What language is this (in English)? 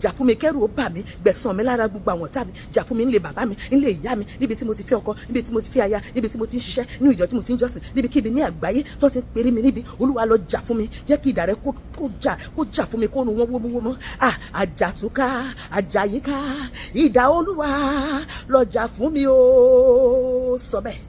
Yoruba